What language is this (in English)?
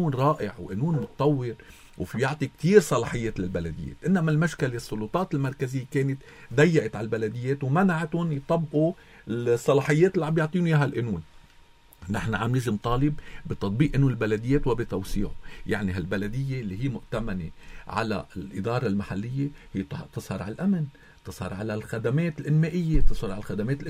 North Levantine Arabic